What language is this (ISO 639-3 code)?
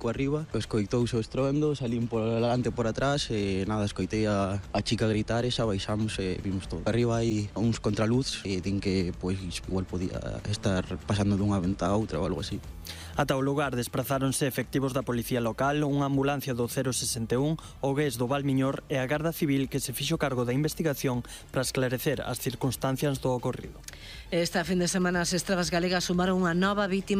glg